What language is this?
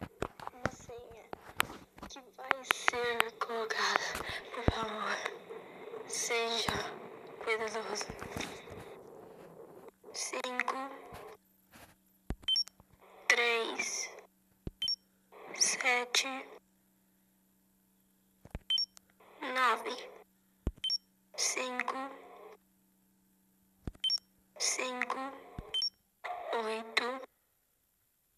Portuguese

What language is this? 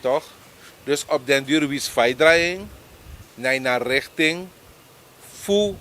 Sranan Tongo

